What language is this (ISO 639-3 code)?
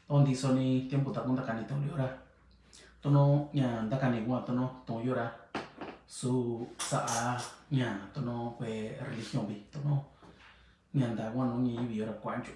mix